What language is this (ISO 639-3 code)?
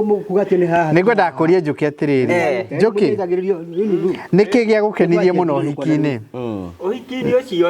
kik